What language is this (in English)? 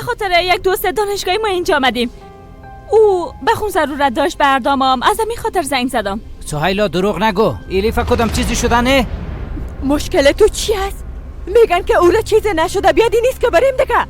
Persian